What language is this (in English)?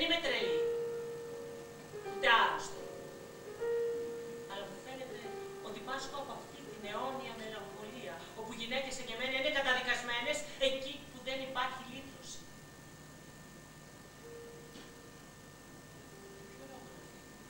Greek